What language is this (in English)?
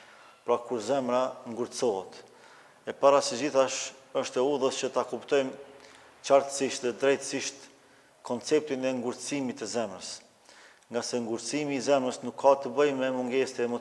Albanian